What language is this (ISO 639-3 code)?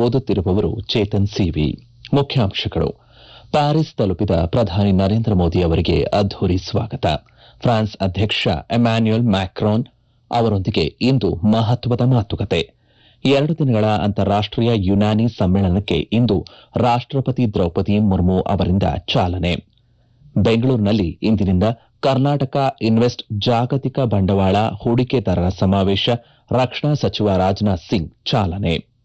kan